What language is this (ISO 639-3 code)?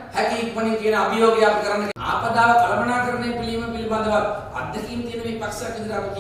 sin